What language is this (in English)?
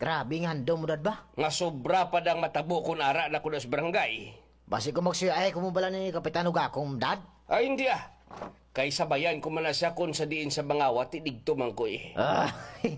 Hiligaynon